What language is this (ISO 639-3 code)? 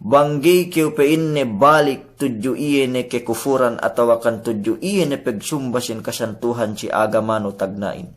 yka